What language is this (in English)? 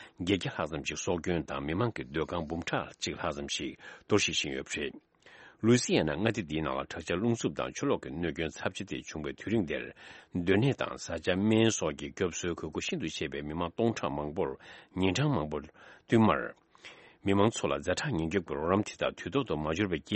Tibetan